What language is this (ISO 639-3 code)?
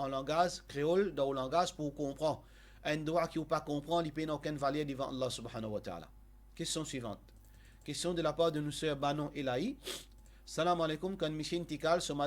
mfe